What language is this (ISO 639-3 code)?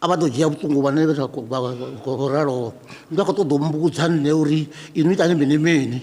ven